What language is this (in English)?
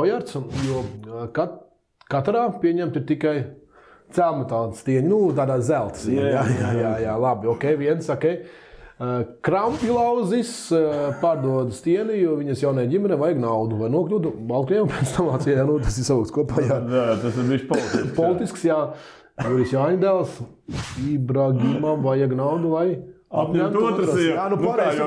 Latvian